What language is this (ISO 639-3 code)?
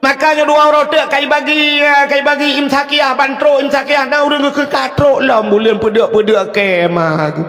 ace